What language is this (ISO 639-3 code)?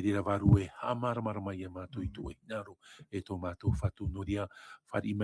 tah